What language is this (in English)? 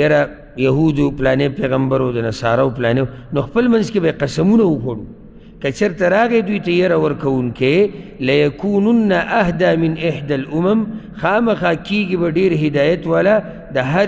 Pashto